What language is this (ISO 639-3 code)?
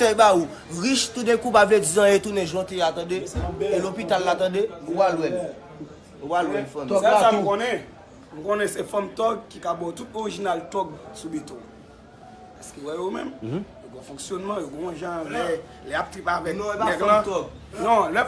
hat